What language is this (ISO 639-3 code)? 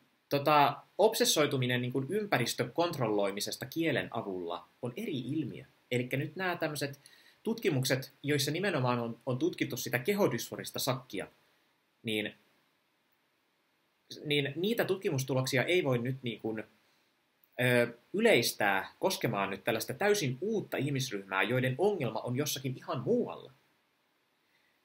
fin